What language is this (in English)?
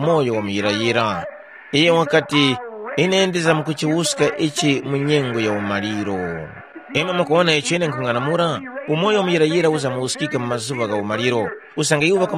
Tumbuka